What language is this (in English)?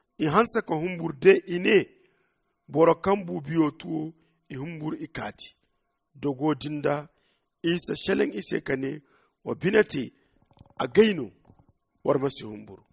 Zarma